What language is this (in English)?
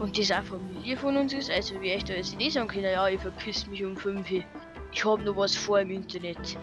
Bavarian